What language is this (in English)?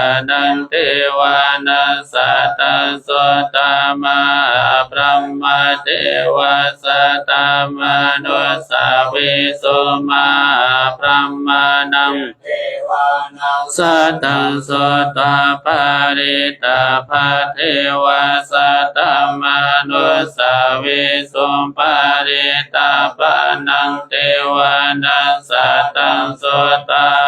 Pali